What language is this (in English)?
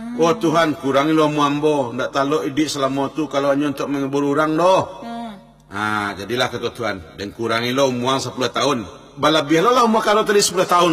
Minangkabau